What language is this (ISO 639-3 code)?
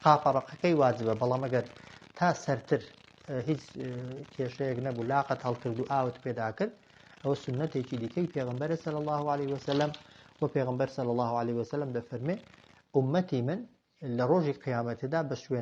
ckb